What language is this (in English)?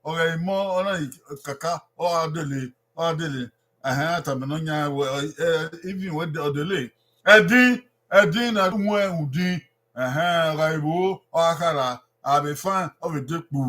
Bini